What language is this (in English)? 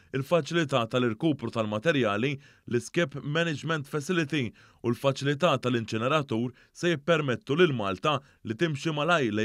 Maltese